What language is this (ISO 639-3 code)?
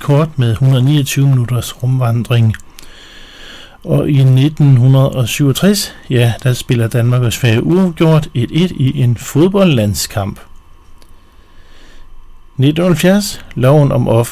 dan